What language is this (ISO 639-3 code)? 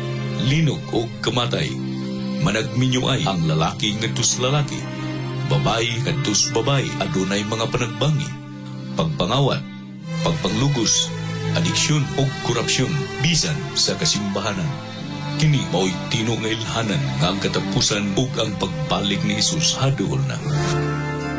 ceb